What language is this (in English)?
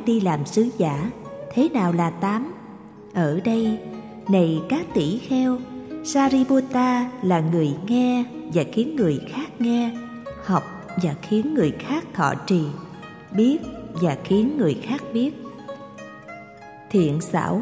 Vietnamese